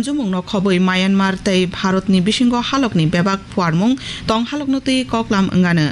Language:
Kok Borok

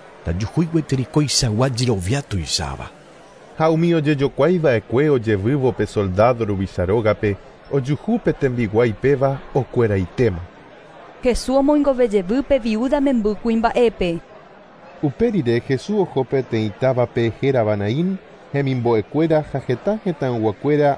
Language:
Guarani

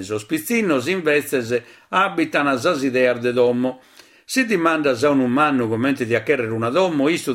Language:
Sardinian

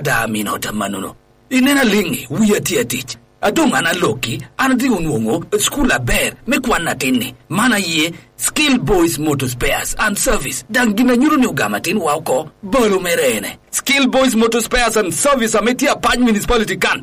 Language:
Lango (Uganda)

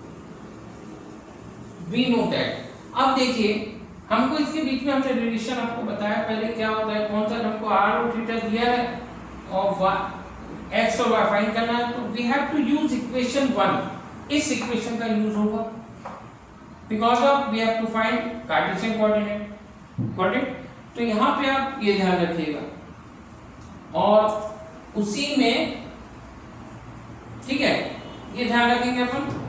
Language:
Hindi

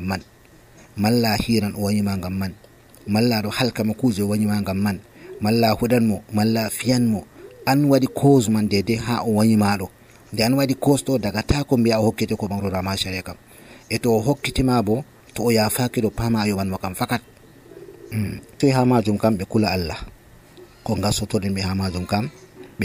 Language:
Nigerian Fulfulde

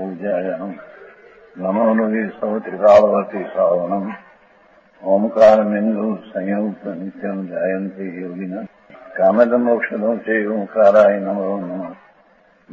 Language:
Gujarati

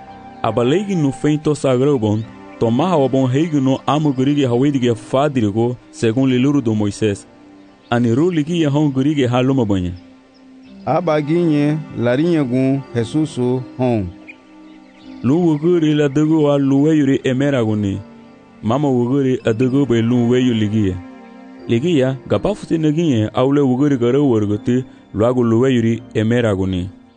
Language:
Garifuna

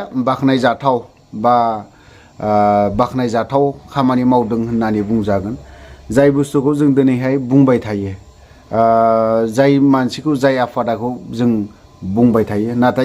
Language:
Bodo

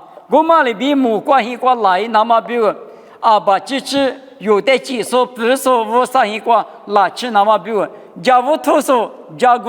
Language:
Lisu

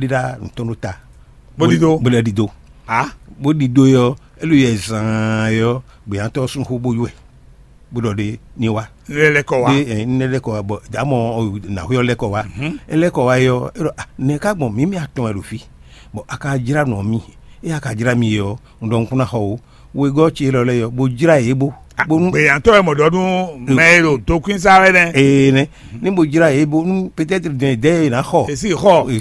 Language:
Fon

